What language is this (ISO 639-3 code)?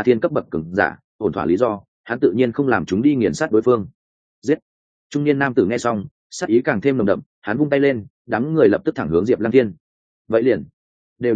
vie